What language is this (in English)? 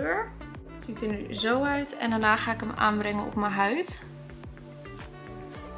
Dutch